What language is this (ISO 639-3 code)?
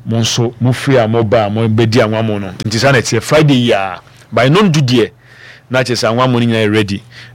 aka